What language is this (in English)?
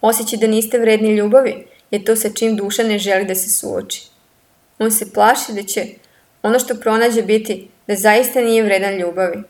Serbian